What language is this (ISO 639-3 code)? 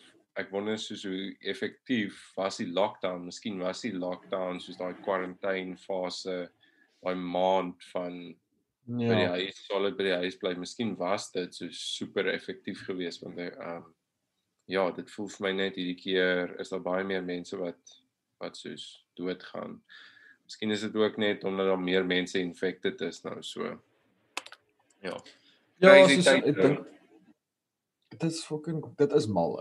afr